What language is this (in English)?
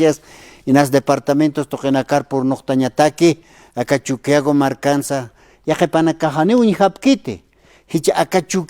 Aymara